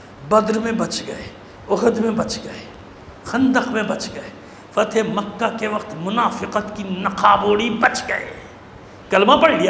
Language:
Urdu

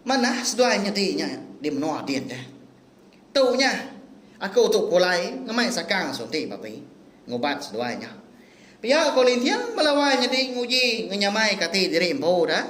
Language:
Iban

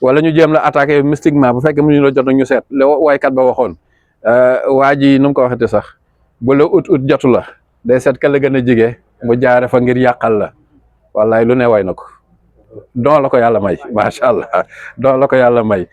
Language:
Wolof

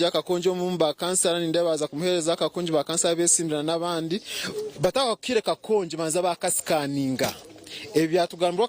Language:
Nyankole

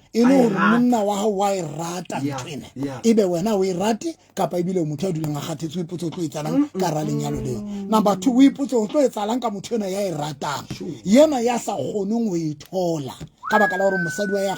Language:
Southern Sotho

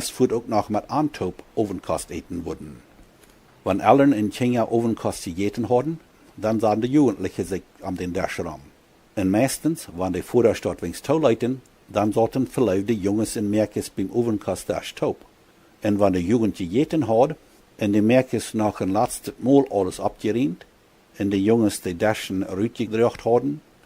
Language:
Plautdietsch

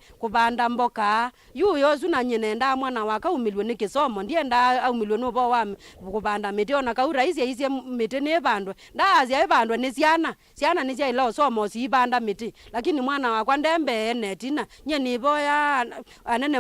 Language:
Kamba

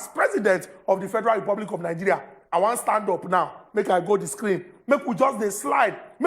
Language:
Nigerian Pidgin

